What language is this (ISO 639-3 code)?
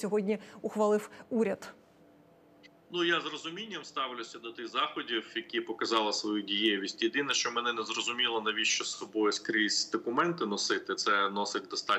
ukr